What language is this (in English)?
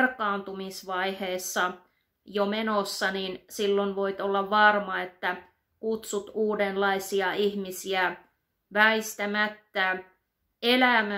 Finnish